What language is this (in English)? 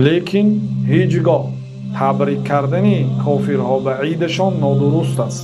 Tajik